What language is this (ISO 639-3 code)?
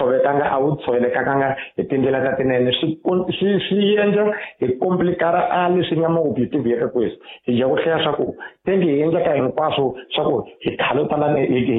tso